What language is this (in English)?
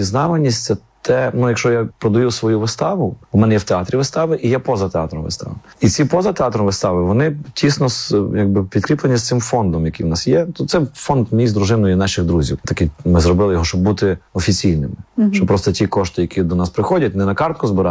Ukrainian